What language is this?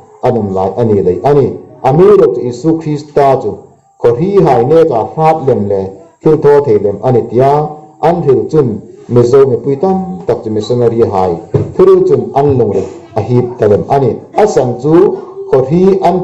Hmar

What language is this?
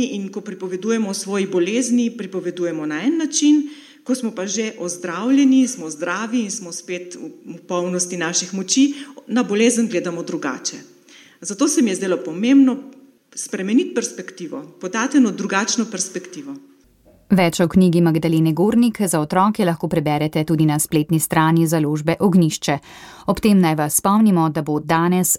Slovenian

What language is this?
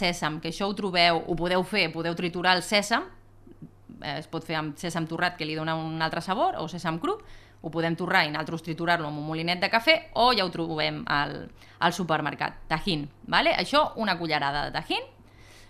Catalan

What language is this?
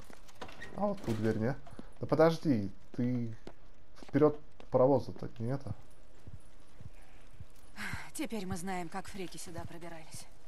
Russian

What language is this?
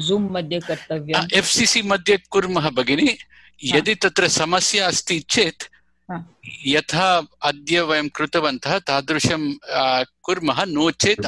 Sanskrit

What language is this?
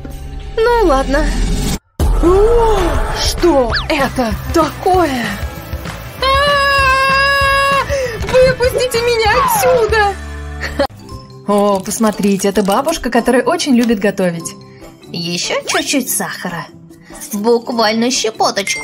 Russian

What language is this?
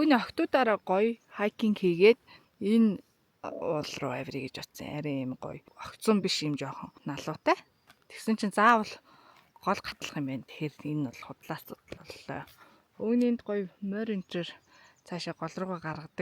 Mongolian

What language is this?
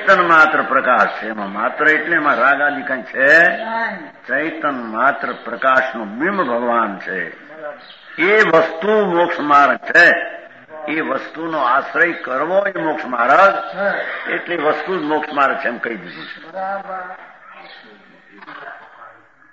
Gujarati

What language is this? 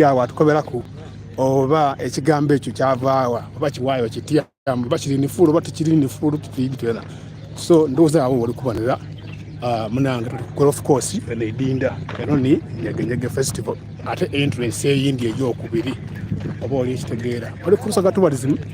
Soga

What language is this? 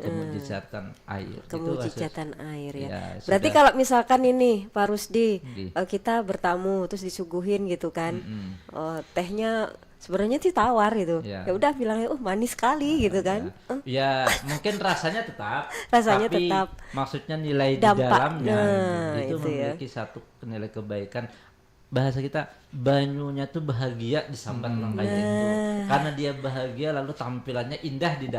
Banjar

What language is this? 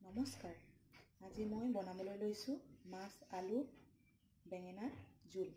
Assamese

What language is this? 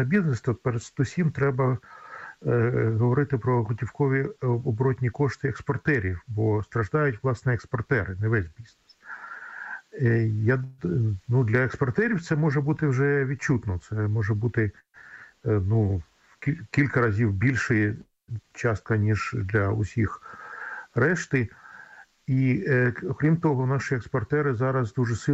Ukrainian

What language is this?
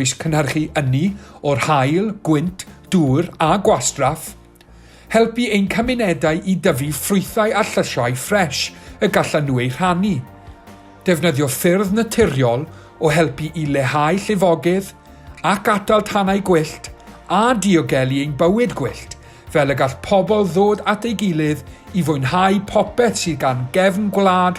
Welsh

